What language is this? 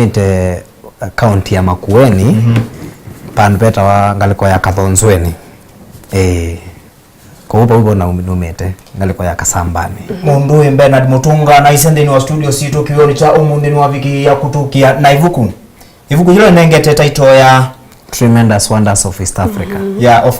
Kamba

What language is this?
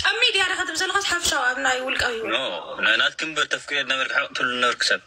Tigrinya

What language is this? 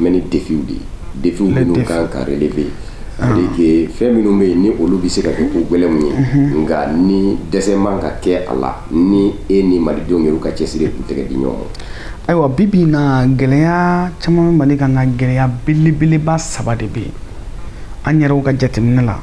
Bambara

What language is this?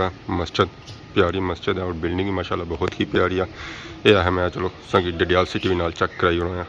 Pahari-Potwari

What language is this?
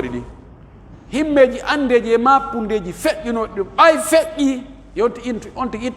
Pular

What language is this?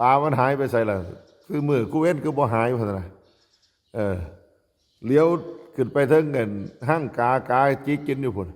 Northeastern Thai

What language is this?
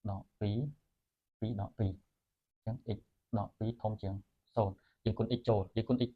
Khmer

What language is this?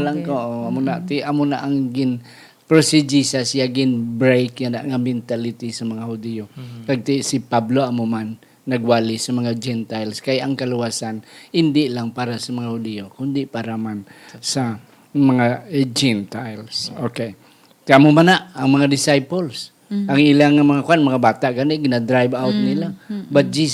Hiligaynon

